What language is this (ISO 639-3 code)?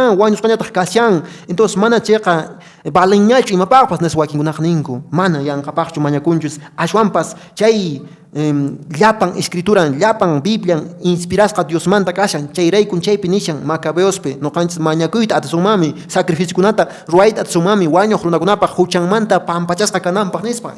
que